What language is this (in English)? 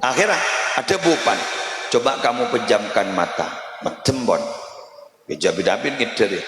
Madurese